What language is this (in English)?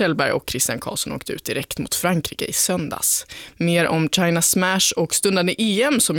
Swedish